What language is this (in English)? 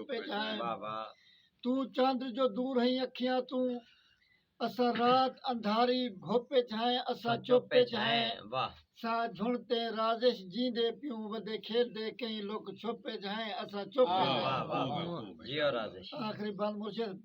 Saraiki